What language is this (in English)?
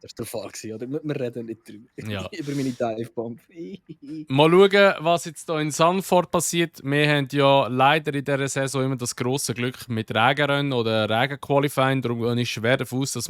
Swiss German